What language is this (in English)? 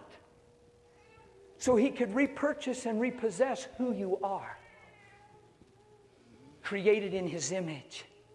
English